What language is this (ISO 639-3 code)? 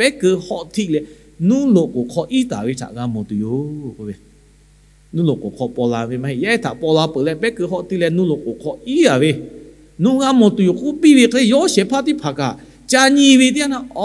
lhu